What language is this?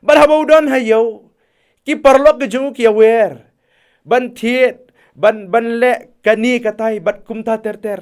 Khasi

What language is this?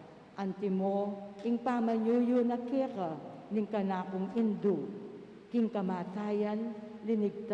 Pampanga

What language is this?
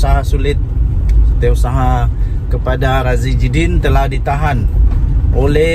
Malay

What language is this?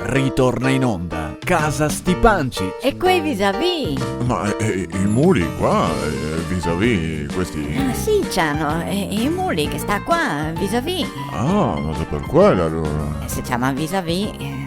Venetian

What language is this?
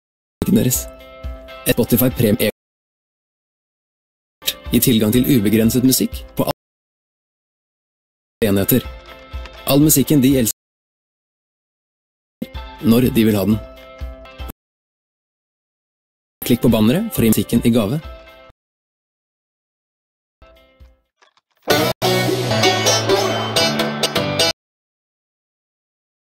Norwegian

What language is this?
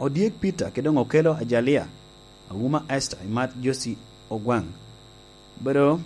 Lango (Uganda)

